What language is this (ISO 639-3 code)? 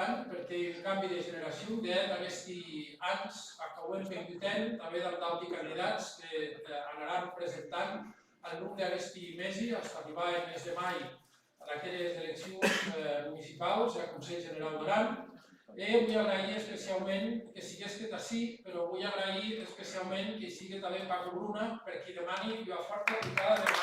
oci